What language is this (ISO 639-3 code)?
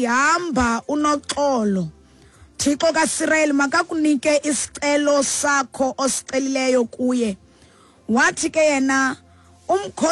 xho